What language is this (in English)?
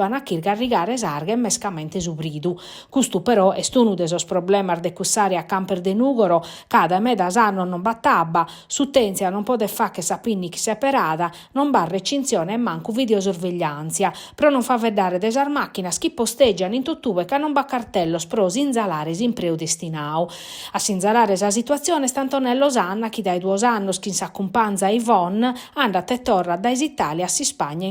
Sardinian